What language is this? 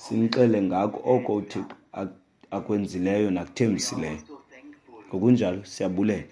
Xhosa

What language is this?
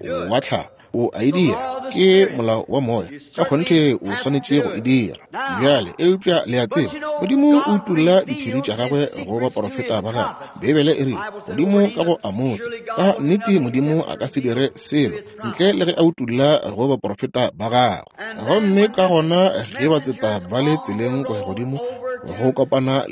Northern Sotho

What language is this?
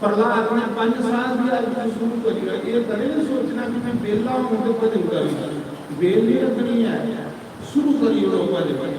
Dogri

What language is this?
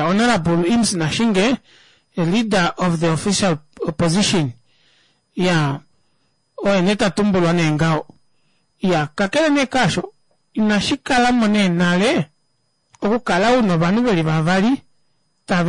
Kuanyama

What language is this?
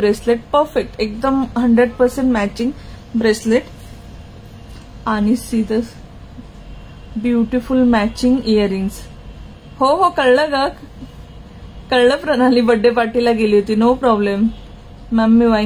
Marathi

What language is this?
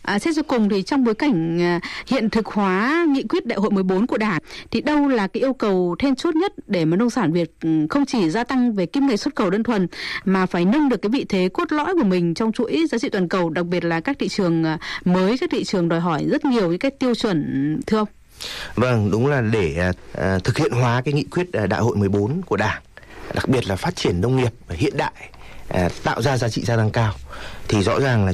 Vietnamese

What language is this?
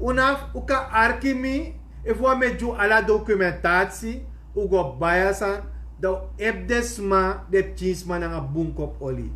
Sranan Tongo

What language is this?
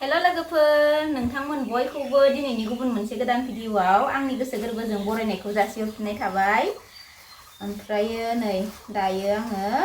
Bodo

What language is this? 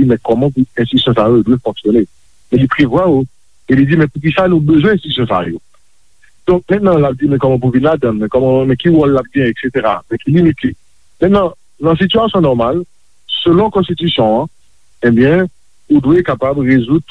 Haitian Creole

